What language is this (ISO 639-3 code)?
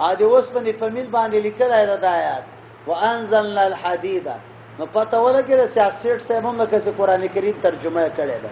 pus